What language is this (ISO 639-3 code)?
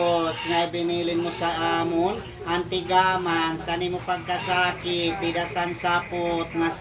war